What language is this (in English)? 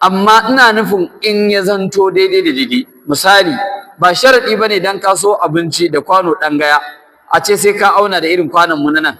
Hausa